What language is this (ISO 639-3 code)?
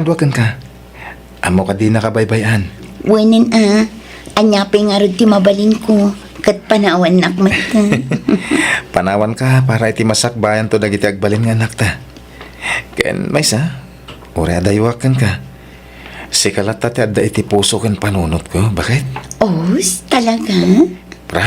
ilo